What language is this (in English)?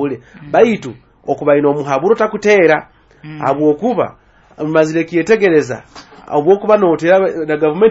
Nyoro